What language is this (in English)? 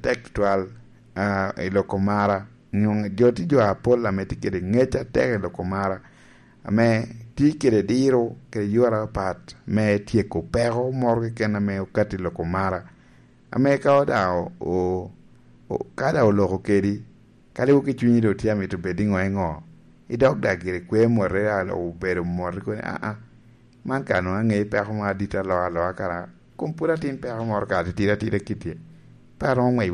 Lango (Uganda)